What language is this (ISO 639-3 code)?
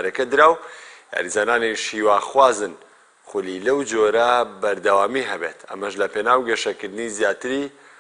ckb